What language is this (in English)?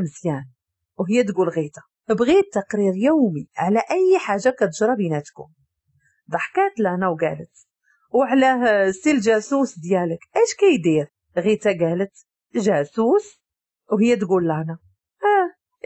Moroccan Arabic